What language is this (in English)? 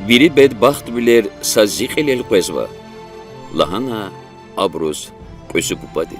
Lezghian